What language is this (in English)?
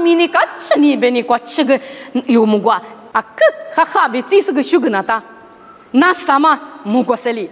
Lisu